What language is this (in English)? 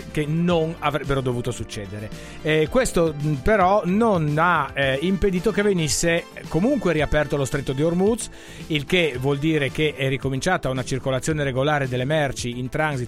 Italian